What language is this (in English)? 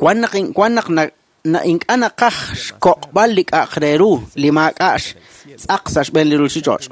Kekchí